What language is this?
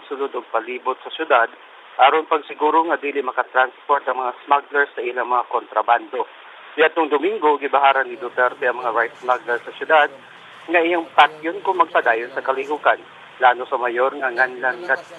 Cebuano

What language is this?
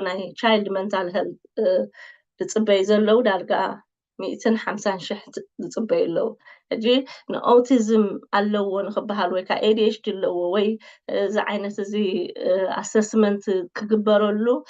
Tigrinya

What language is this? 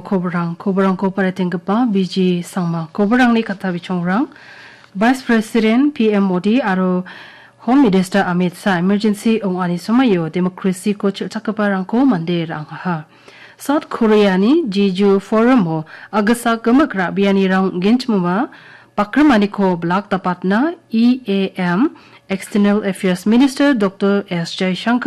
Garo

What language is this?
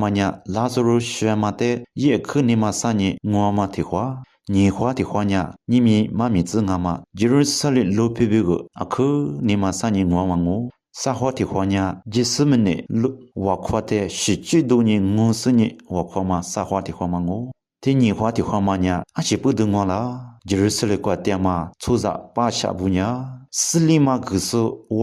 Lisu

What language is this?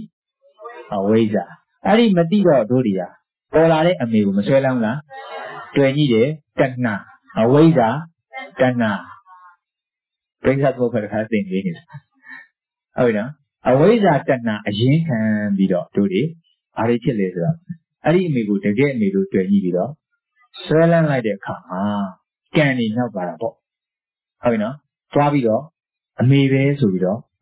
Burmese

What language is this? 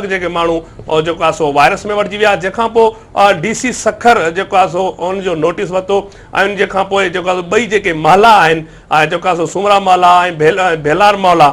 Sindhi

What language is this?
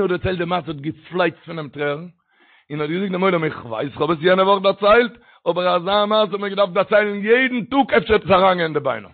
Yiddish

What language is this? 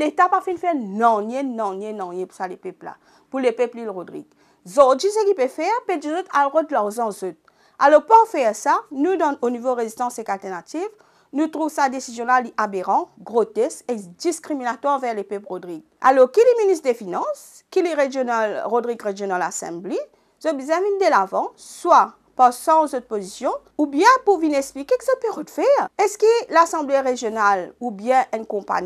Morisyen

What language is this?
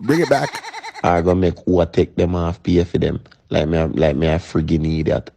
Jamaican Creole English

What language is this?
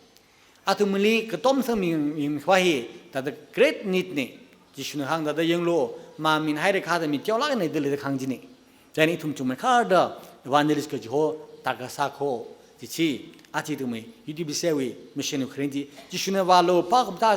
Tangkhul Naga (India)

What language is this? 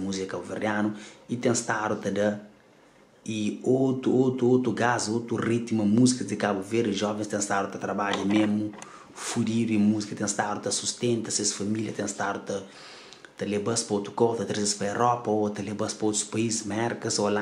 Kabuverdianu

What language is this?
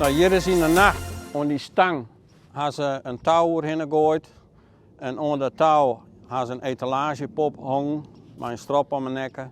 Western Frisian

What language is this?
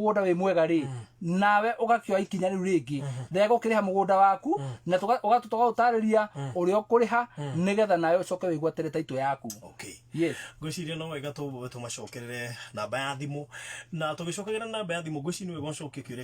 Kikuyu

